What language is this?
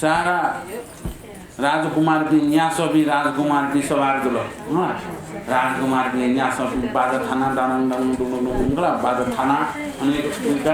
Newari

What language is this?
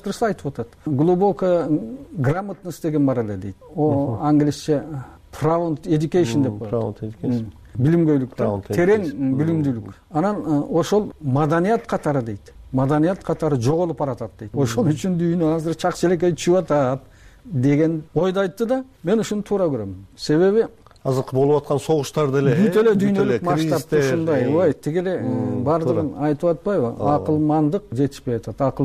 Kyrgyz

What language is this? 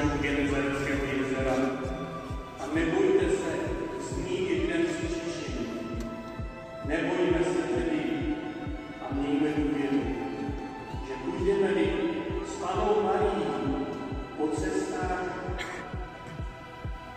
Czech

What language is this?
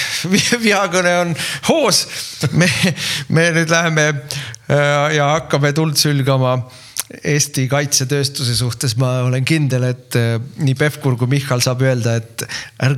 Estonian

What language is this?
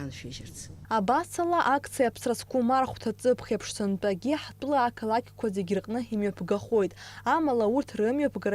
Abkhazian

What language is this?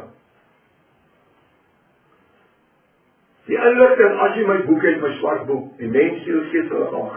Afrikaans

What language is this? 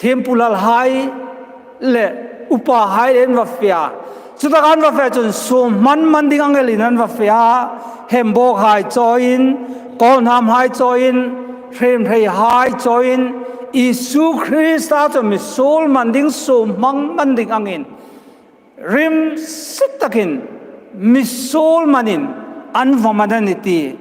Hmar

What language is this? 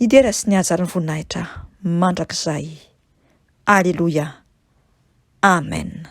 Malagasy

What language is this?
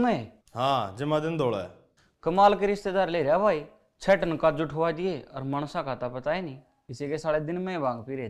Haryanvi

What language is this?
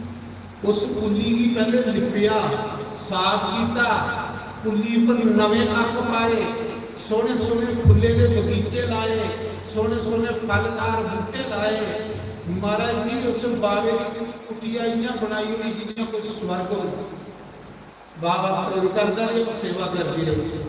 Dogri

